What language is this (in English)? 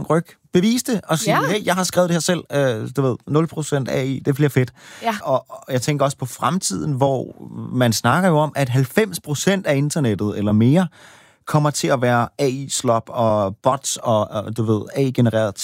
Danish